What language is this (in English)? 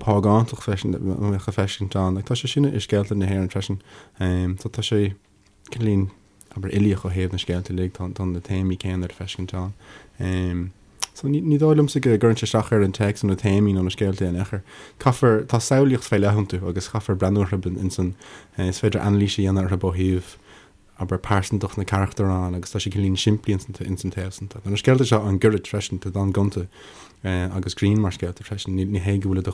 Irish